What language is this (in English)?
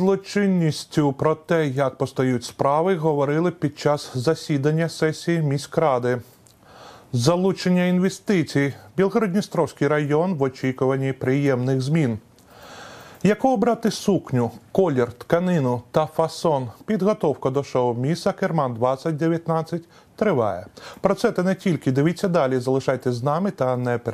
Ukrainian